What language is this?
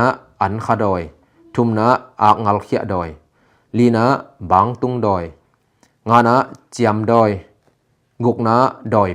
Tedim Chin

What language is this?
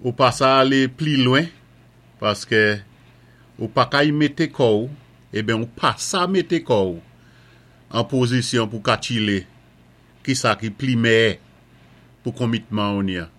Saint Lucian Creole French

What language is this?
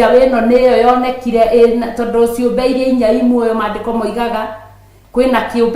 Kikuyu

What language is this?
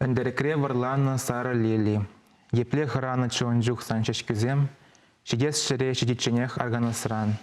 Chuvash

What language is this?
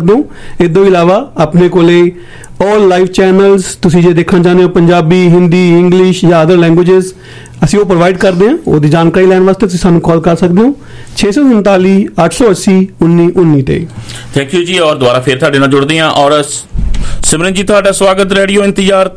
Punjabi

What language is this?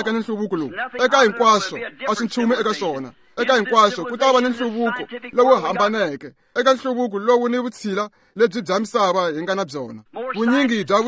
Tsonga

